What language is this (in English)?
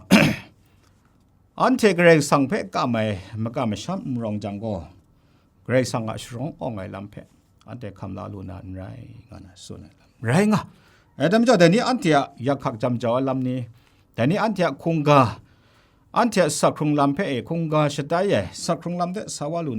Kachin